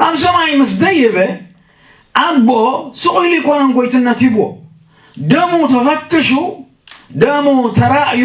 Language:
Tigrinya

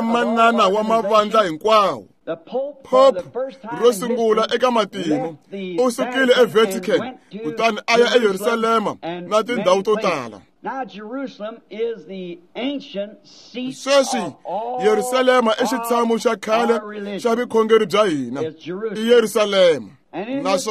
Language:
Tsonga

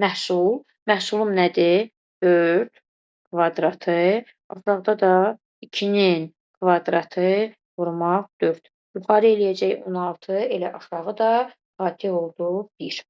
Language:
Azerbaijani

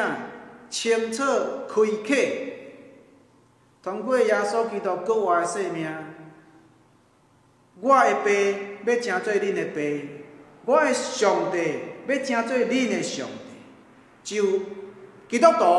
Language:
Min Nan Chinese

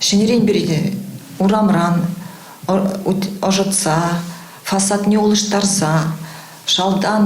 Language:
Chuvash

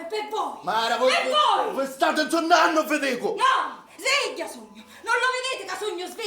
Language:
Sicilian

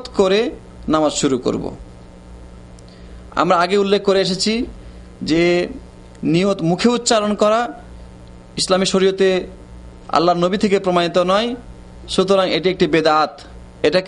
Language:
Bangla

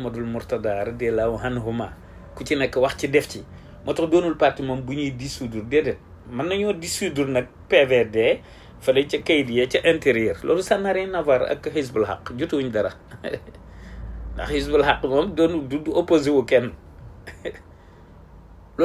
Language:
Wolof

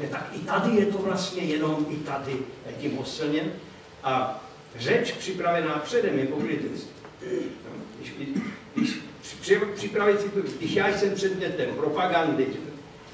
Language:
Czech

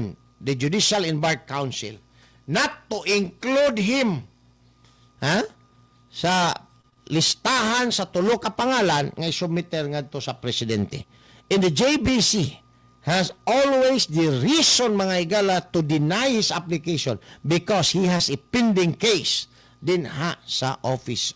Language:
Cebuano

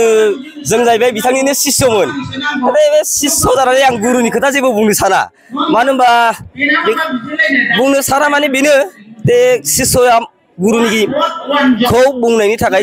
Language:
Bodo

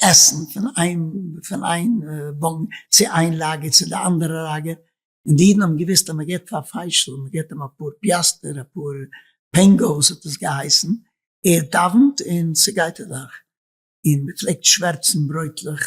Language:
Yiddish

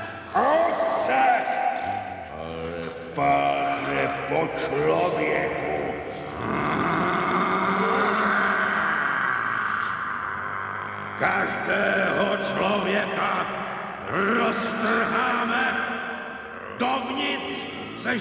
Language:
Czech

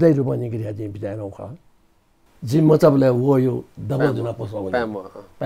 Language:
Newari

